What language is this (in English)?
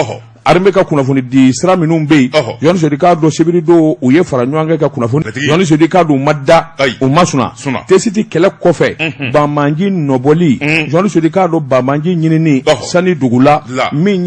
Bambara